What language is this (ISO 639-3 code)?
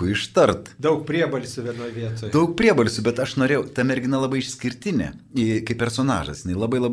lit